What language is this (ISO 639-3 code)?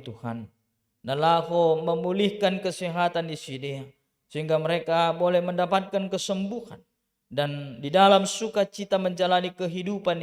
bts